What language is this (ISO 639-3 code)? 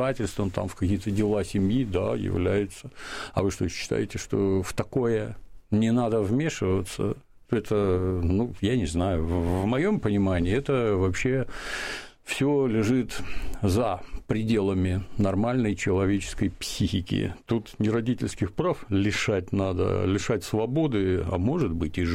rus